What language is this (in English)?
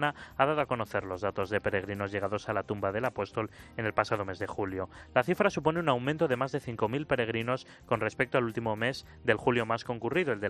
Spanish